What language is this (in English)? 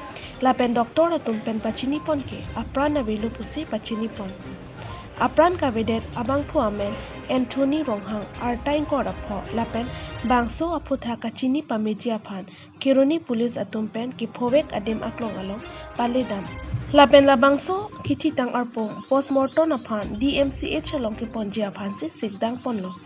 Karbi